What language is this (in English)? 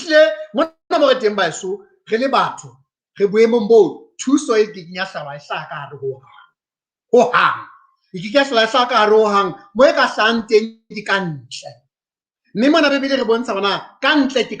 Southern Sotho